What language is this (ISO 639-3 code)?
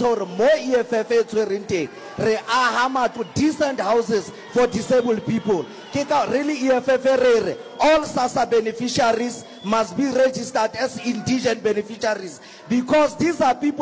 sot